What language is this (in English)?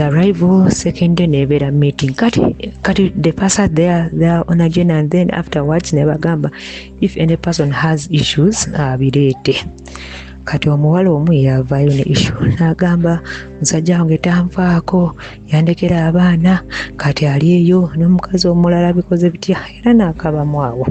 Ganda